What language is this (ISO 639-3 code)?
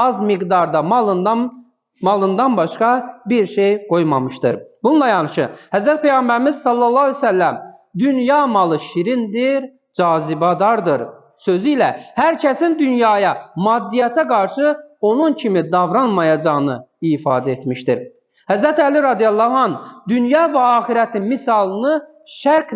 aze